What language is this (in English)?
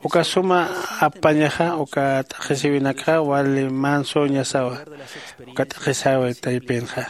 Aymara